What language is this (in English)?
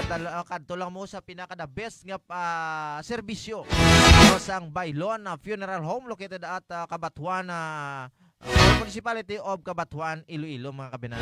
Hiligaynon